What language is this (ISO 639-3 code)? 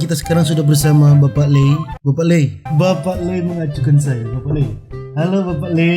xmm